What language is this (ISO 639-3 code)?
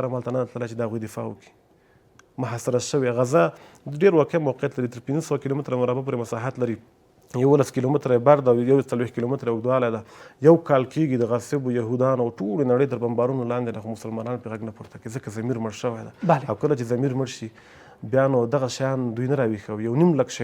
pus